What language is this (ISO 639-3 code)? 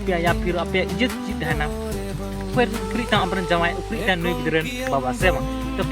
sat